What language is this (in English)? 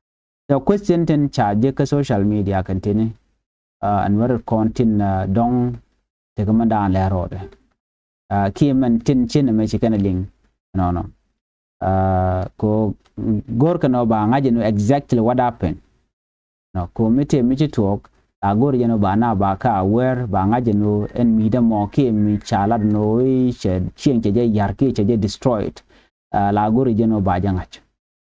Nuer